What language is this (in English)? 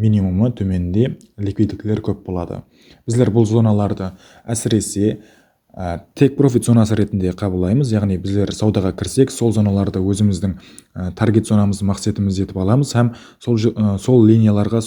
Kara-Kalpak